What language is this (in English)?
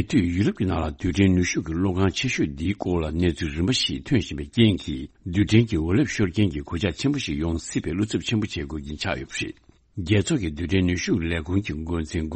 Tibetan